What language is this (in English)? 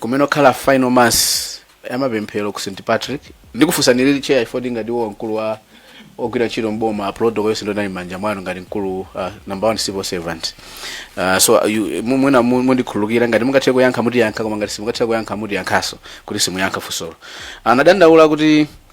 Nyanja